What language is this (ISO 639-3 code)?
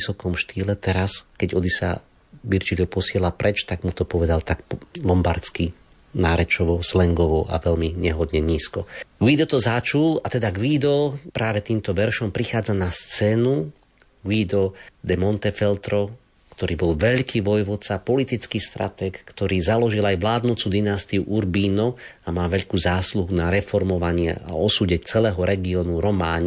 slk